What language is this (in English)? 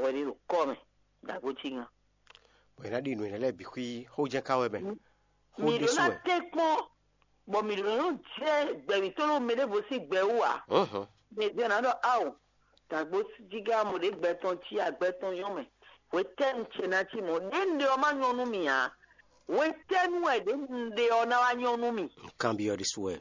Fon